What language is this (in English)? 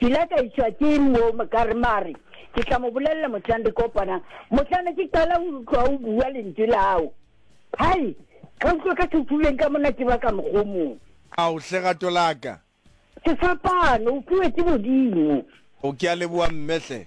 Southern Sotho